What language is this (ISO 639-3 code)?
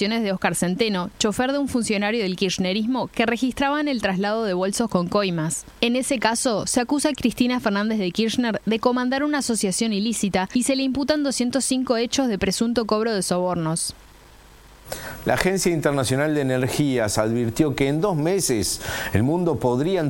spa